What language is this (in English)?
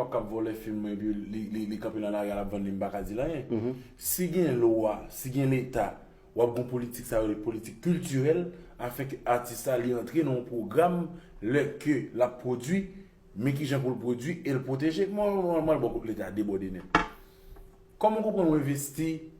Haitian Creole